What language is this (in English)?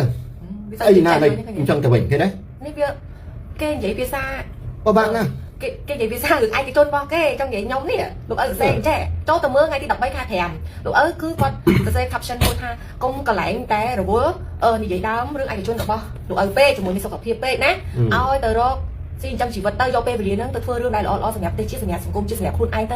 Khmer